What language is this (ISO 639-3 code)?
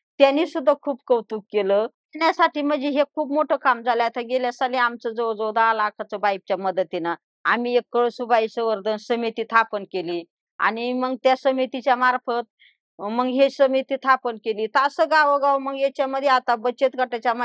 mar